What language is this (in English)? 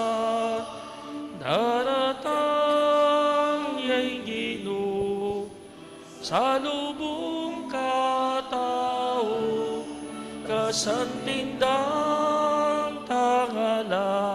Pampanga